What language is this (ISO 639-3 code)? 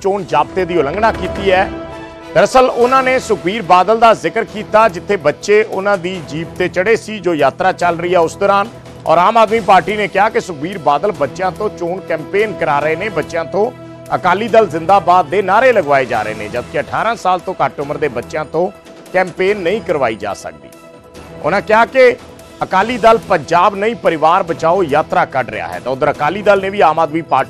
pan